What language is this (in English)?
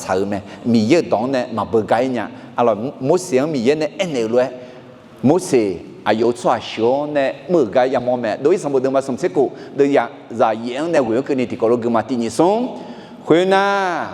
Akha